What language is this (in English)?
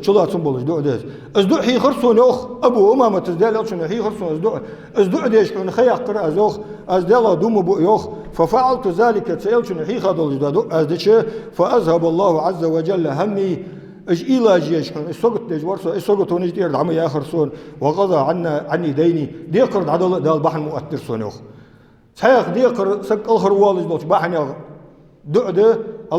Ingush